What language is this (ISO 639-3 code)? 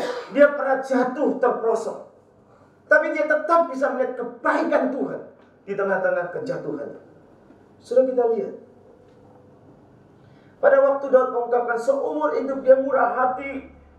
ind